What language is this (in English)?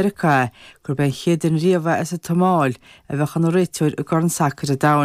Irish